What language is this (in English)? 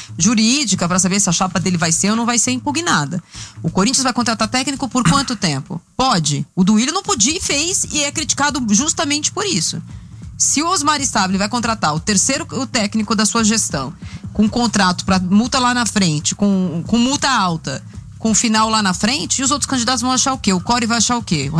Portuguese